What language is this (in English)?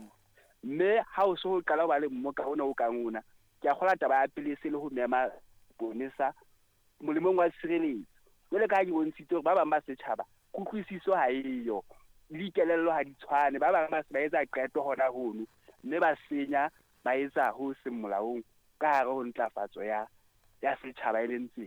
Southern Sotho